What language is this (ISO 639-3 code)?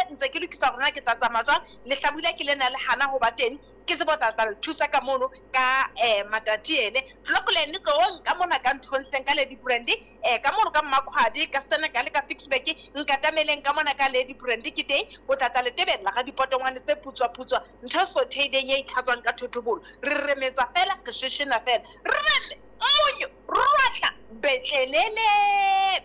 sot